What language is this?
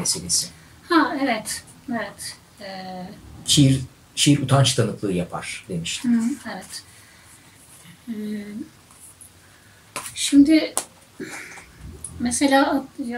Turkish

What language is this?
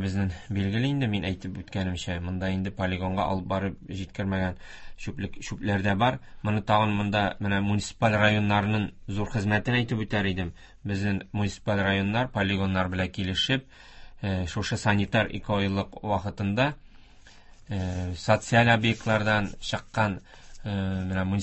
Tatar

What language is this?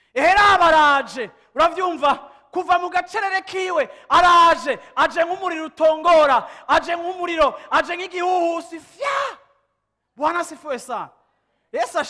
Rundi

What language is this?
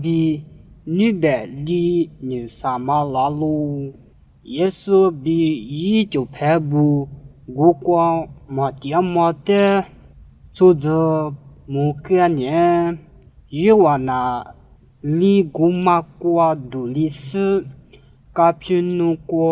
Lisu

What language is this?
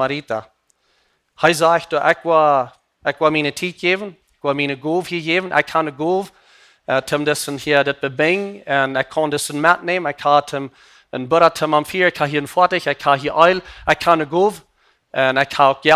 Plautdietsch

